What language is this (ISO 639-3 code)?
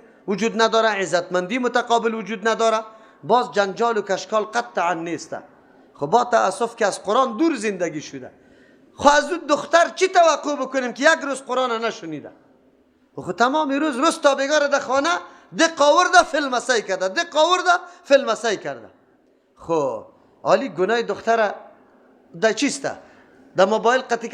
fas